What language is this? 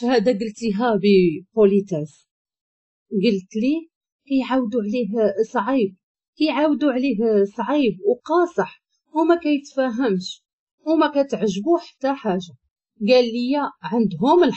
Moroccan Arabic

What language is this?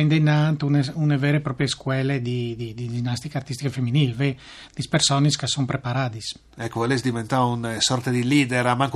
Friulian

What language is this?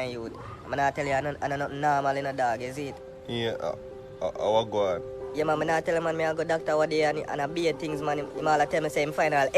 Jamaican Creole English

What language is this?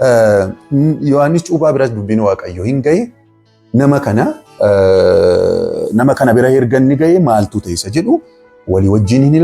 Oromo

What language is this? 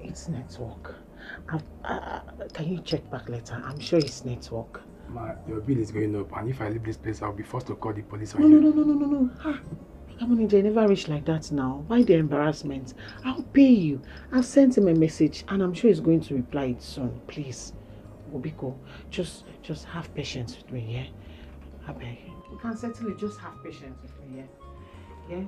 Nigerian Pidgin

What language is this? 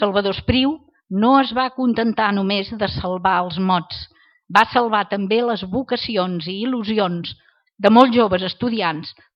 Catalan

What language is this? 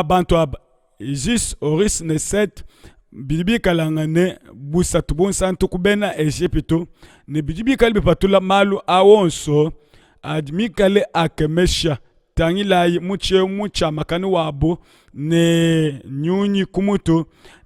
Luba-Lulua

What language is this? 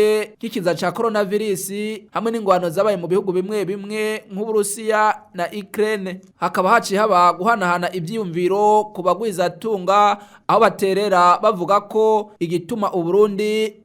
Rundi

